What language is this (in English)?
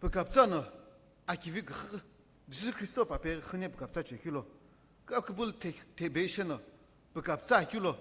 Sumi Naga